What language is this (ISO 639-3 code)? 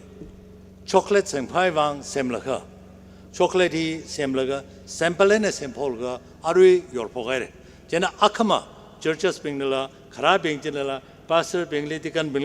nmf